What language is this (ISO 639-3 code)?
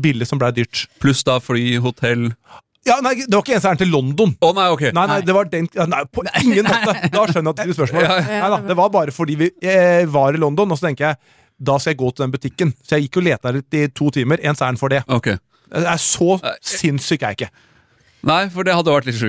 nor